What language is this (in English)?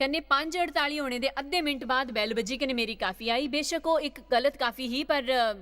Dogri